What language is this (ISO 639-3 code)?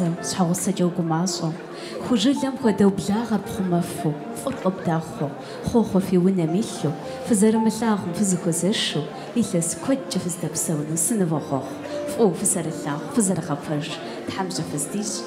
kbd